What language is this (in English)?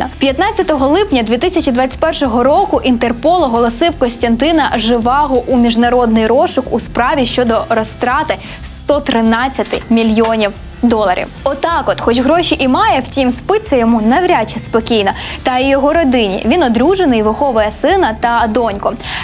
Ukrainian